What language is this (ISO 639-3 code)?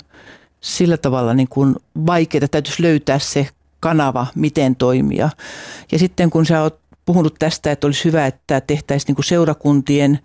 fin